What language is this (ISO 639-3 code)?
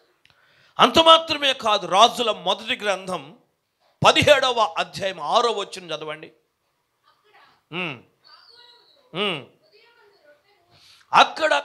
tel